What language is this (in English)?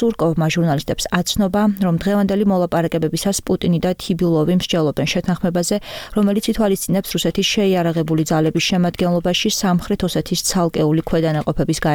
Georgian